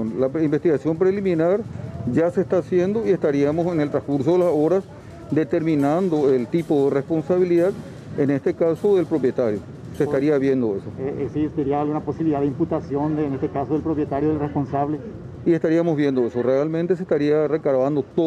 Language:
Spanish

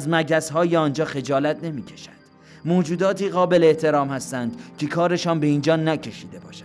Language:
Persian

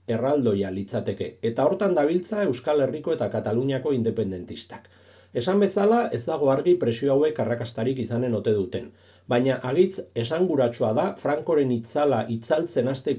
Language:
Basque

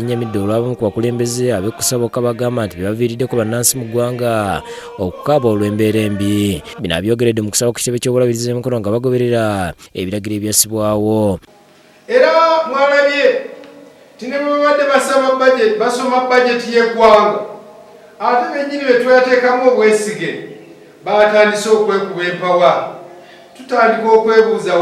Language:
Ganda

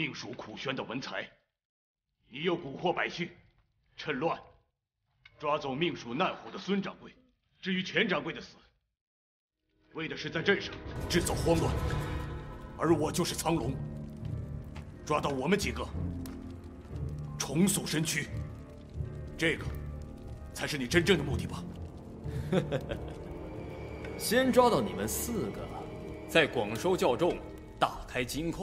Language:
Chinese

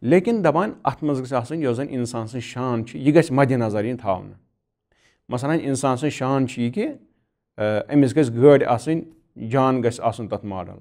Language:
Kashmiri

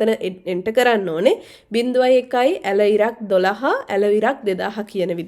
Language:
Sinhala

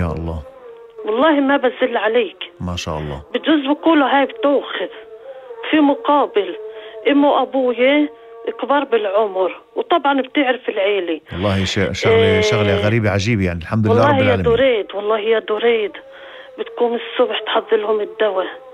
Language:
North Levantine Arabic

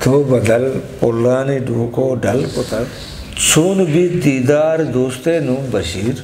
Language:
Eastern Balochi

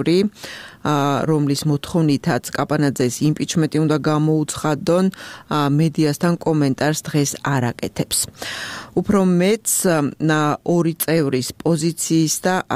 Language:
Georgian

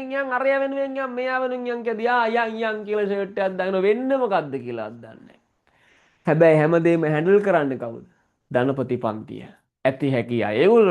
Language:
Sinhala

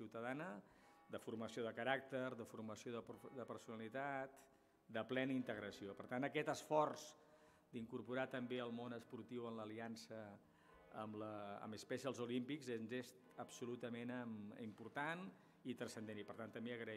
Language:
Catalan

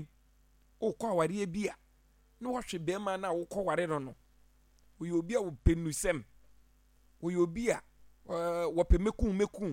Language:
Akan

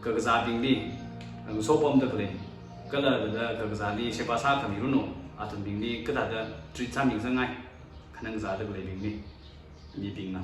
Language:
Tangkhul Naga (India)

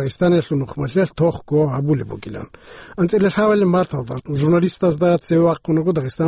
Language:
Avaric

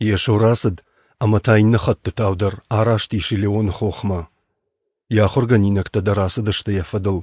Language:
Ossetic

